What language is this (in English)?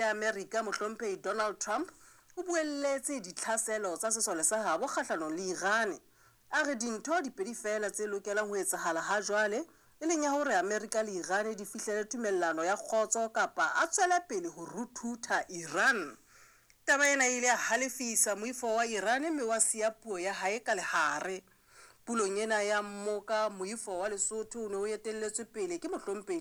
Southern Sotho